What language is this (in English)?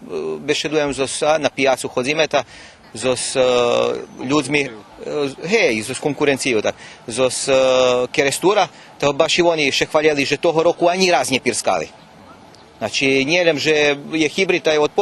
Rusyn